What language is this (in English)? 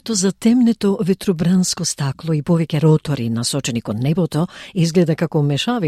Macedonian